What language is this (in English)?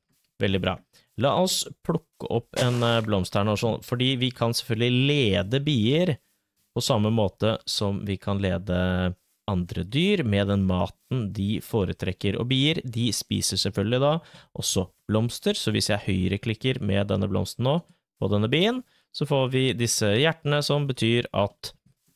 Norwegian